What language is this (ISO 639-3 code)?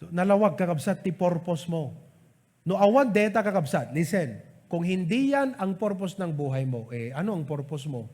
ilo